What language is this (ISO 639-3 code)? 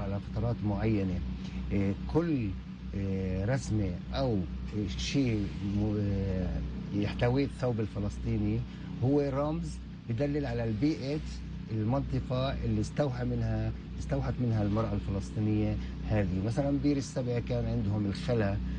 apc